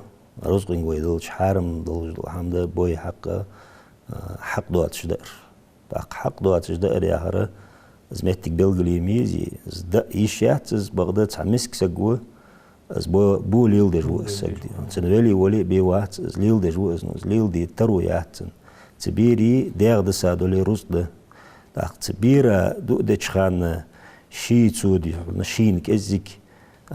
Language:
Ingush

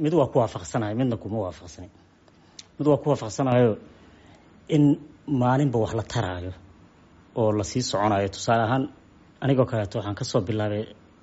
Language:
Somali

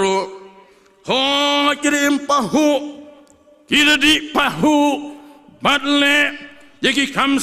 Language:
Khasi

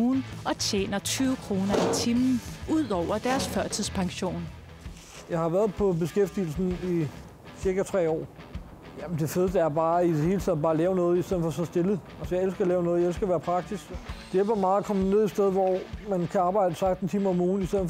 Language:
Danish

